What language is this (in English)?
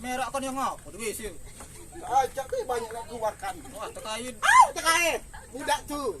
Musi